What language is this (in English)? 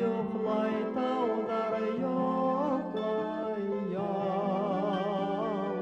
Bashkir